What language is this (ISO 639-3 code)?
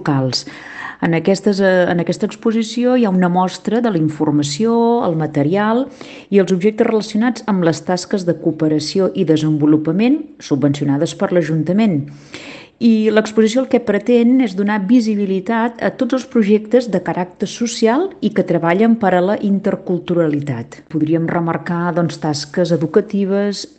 cat